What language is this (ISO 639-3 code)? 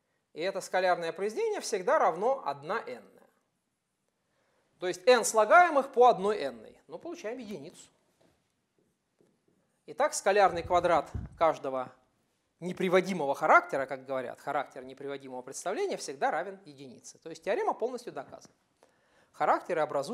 rus